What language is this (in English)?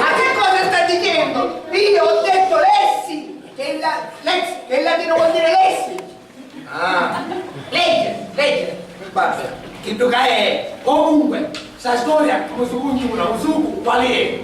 Sicilian